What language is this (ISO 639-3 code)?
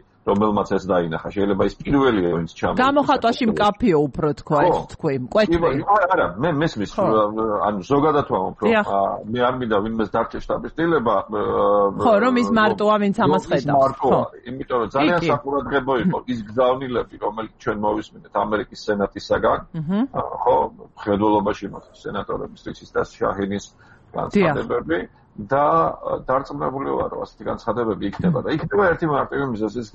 kat